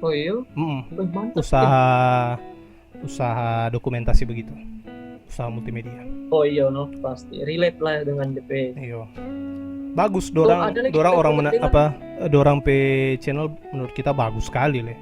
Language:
Manado Malay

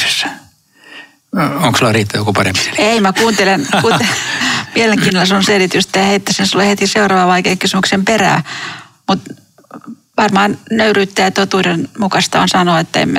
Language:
Finnish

